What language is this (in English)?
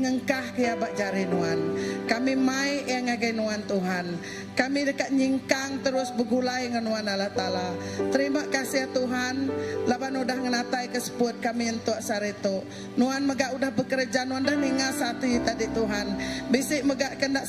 Iban